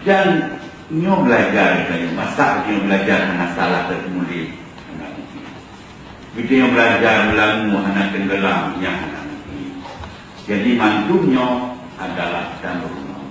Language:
Achinese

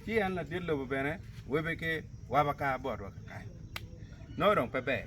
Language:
Acoli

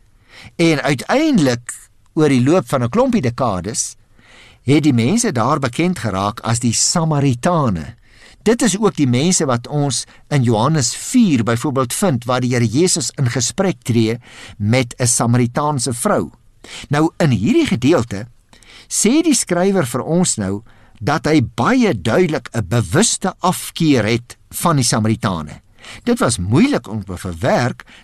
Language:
Afrikaans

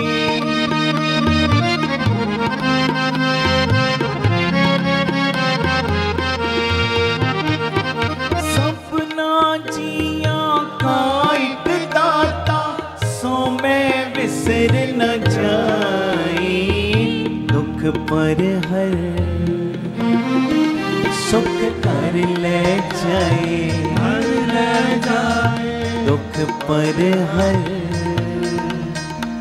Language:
Punjabi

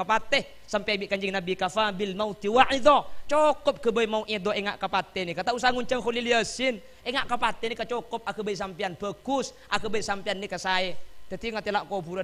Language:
Madurese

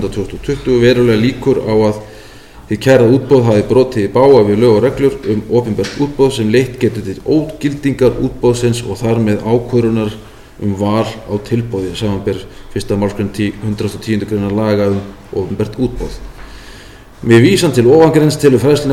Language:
Icelandic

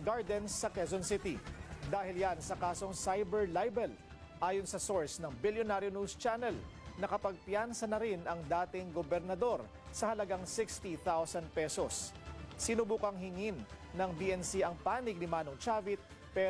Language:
Filipino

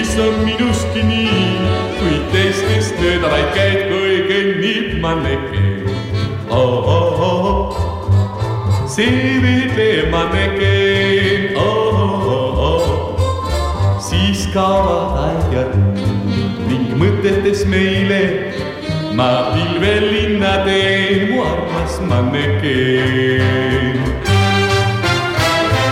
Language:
Estonian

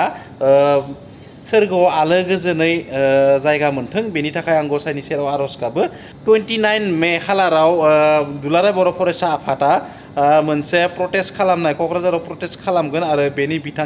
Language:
Bodo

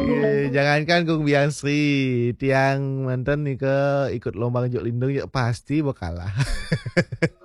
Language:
Balinese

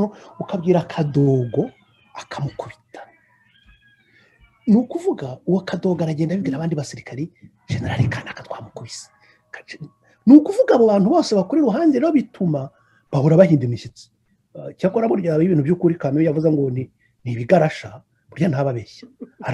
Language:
Kinyarwanda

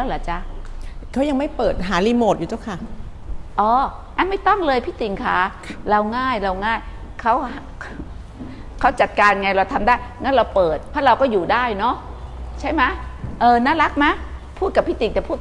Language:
Thai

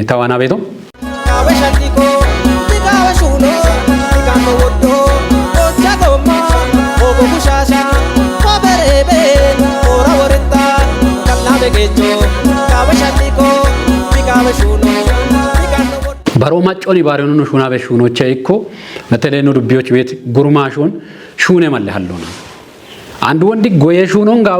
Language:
Kafa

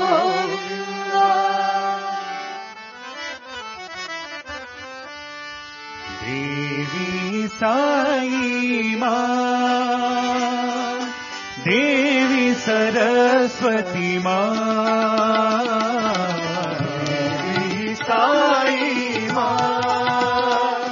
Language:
Telugu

